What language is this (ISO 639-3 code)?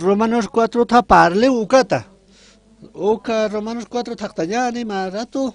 aym